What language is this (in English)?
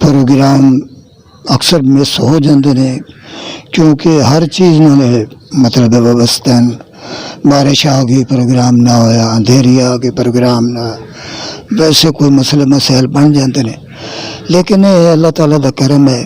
Western Panjabi